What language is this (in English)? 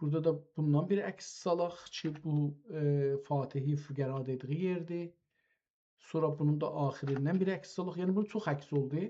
South Azerbaijani